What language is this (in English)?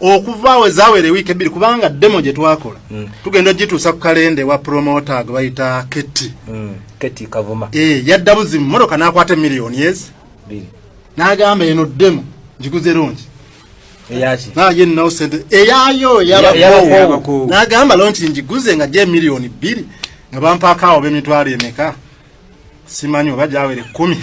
Ganda